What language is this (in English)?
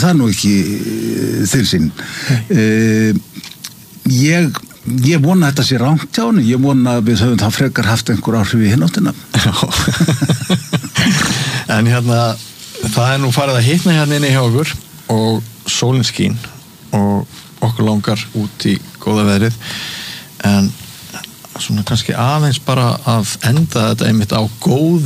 Icelandic